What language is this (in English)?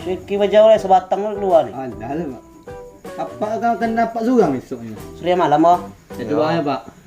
Minangkabau